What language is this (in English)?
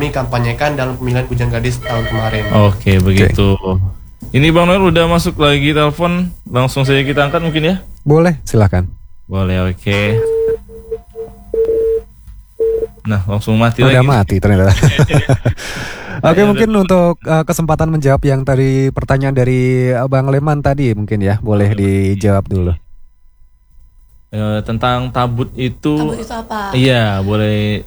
Indonesian